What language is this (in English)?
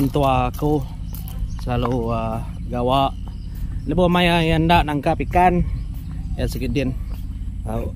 Iban